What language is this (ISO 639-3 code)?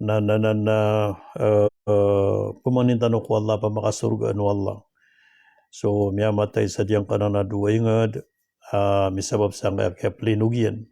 mrw